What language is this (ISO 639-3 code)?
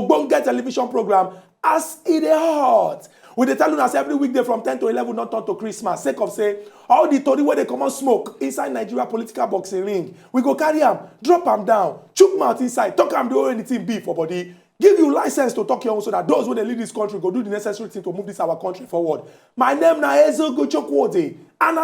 pcm